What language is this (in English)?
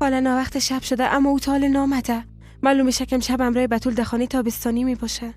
Persian